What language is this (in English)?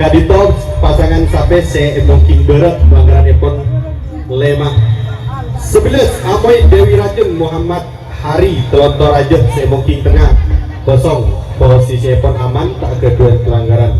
Madurese